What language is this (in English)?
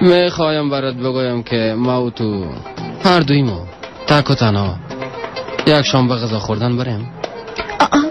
Persian